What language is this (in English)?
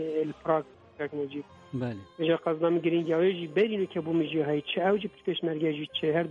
Kurdish